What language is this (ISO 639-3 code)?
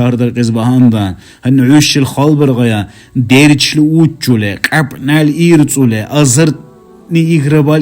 dar